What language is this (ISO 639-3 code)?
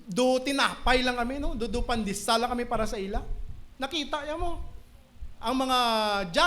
hil